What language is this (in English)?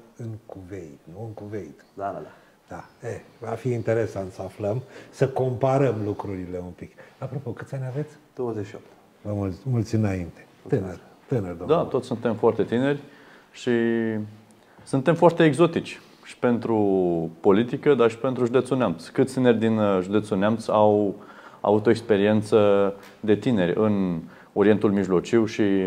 Romanian